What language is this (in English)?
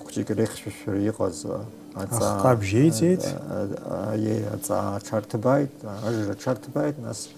Abkhazian